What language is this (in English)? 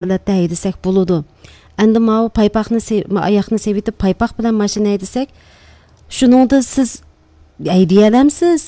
Uyghur